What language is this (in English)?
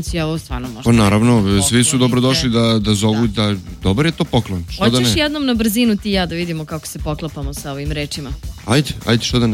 Serbian